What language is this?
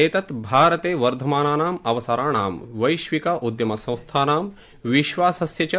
Sanskrit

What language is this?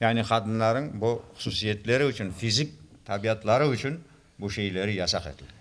Crimean Tatar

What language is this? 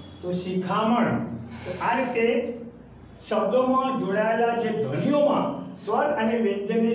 Gujarati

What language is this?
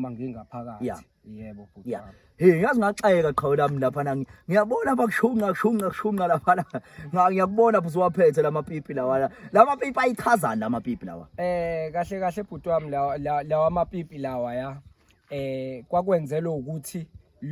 Zulu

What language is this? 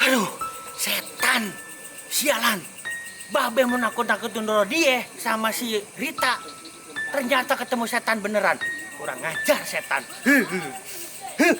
Betawi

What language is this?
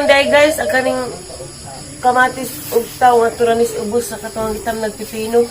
Cebuano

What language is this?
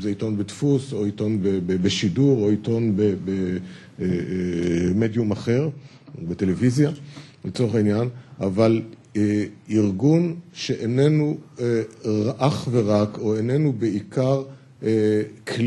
Hebrew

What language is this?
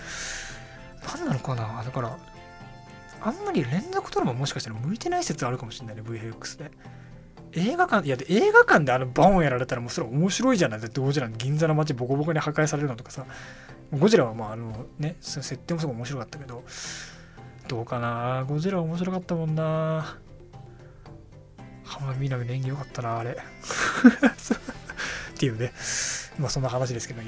Japanese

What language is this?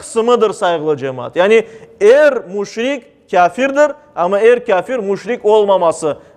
Crimean Tatar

